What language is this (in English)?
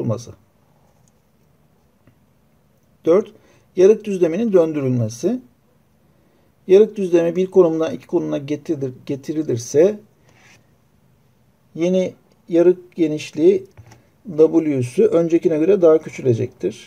Turkish